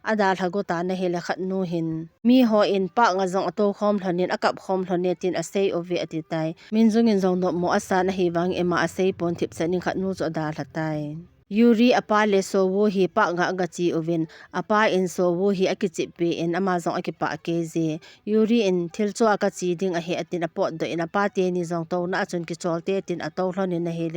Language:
Thado Chin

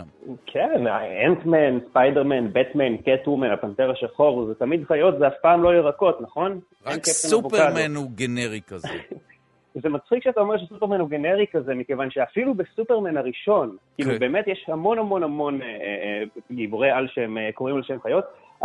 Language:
Hebrew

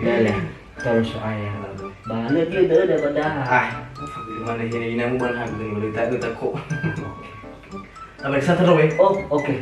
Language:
Nias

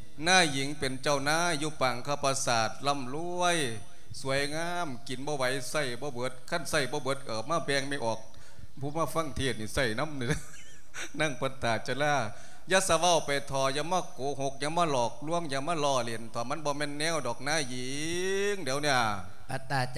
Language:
Lao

